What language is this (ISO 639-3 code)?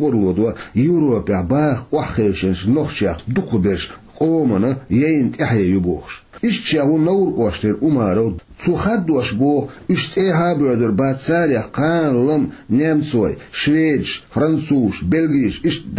che